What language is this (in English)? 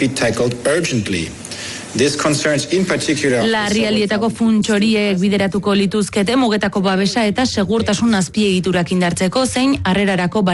Basque